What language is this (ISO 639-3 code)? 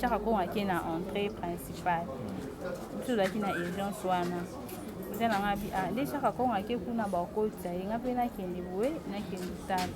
lin